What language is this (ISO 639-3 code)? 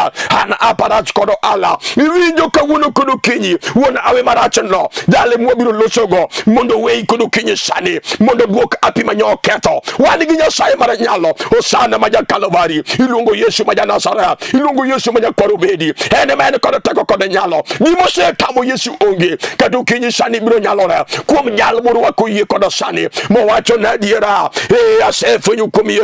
luo